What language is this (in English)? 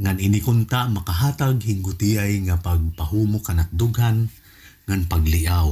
Waray